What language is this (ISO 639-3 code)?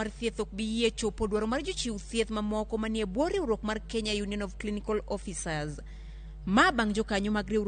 luo